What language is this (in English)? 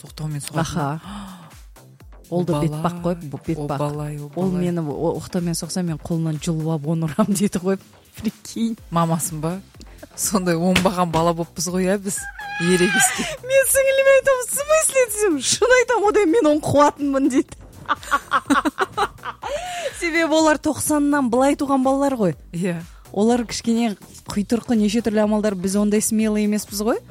Kazakh